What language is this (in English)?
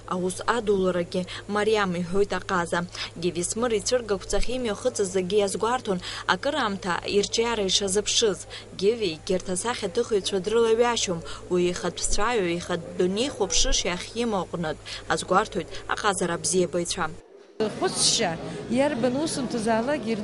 Abkhazian